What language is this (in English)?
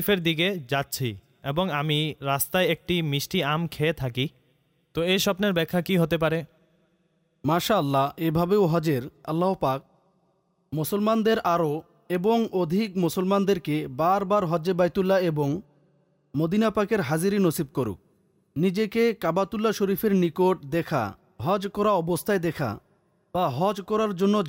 Bangla